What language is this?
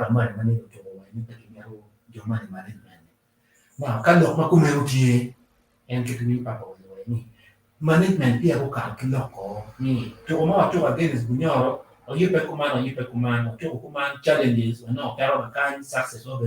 Acoli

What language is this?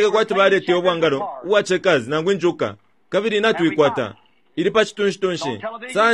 Bemba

